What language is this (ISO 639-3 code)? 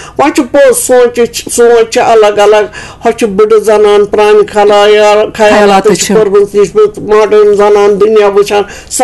kas